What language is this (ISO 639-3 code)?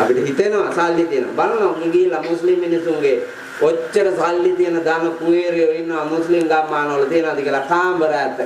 sin